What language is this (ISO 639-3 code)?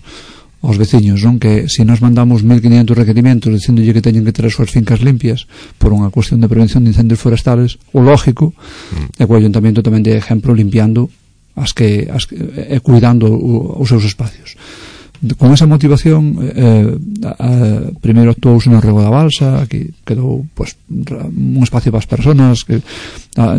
glg